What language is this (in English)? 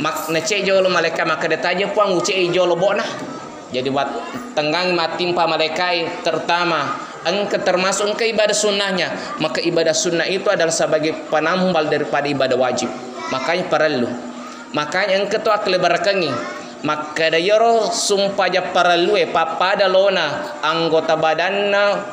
Buginese